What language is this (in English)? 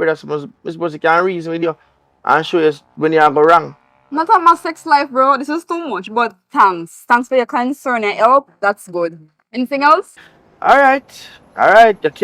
Jamaican Creole English